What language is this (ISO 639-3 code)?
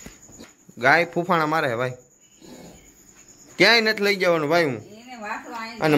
guj